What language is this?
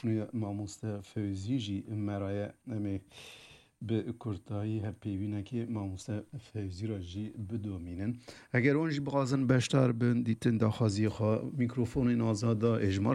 Kurdish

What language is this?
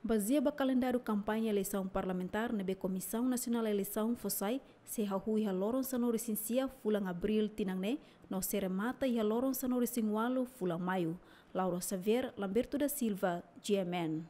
Tetum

